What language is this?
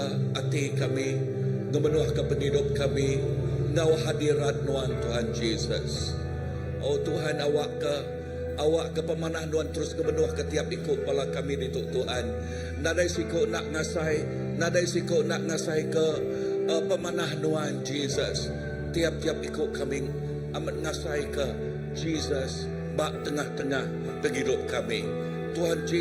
Iban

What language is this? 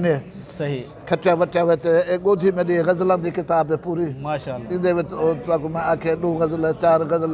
Saraiki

